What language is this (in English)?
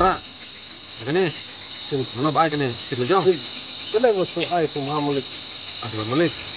Khasi